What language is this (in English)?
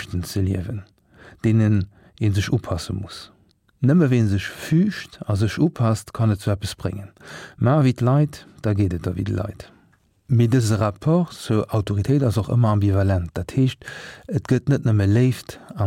Luxembourgish